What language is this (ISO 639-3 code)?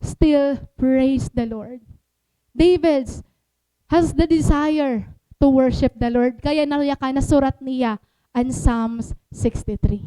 war